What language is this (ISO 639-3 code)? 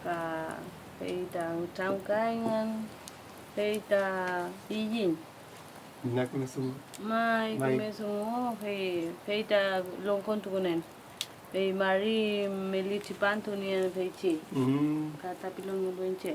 arn